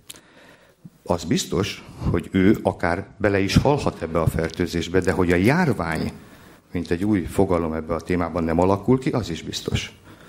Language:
Hungarian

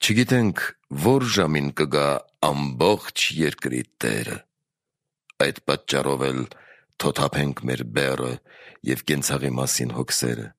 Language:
Armenian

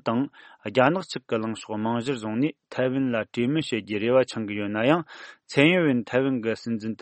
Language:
Tibetan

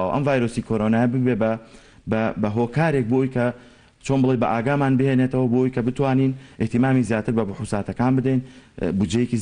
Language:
Central Kurdish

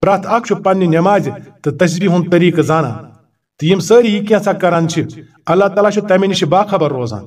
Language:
Kashmiri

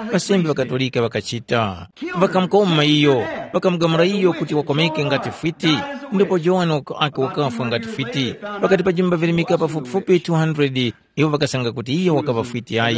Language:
Tumbuka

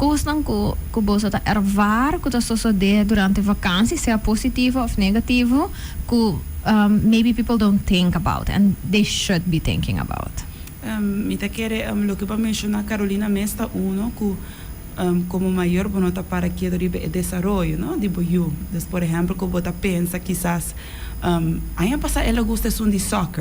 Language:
Papiamento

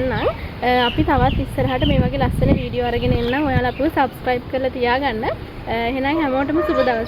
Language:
Sinhala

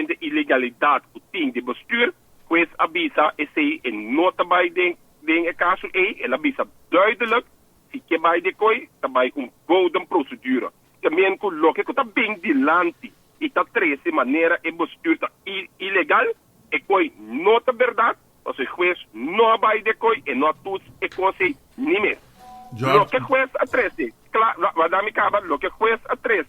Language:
Papiamento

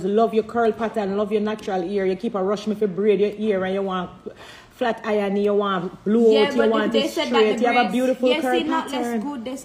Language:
Jamaican Creole English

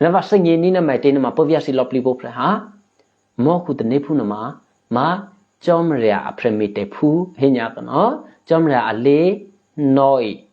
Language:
Eastern Kayah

